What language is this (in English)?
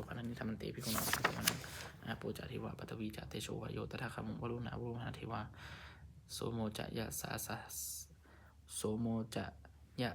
Pali